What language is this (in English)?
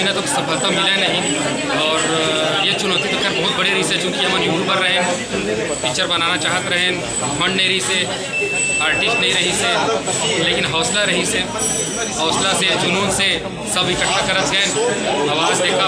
Chhattisgarhi